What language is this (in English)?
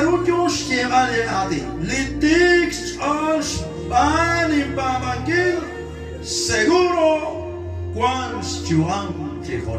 Kekchí